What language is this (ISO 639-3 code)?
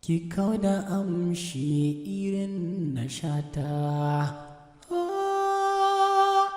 hau